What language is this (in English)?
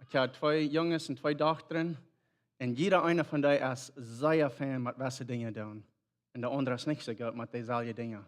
Plautdietsch